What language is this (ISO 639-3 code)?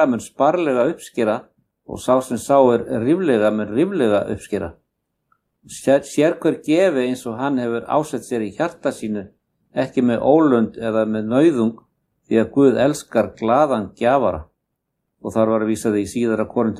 isl